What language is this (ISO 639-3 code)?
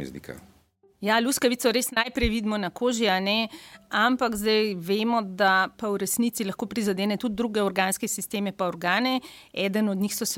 slv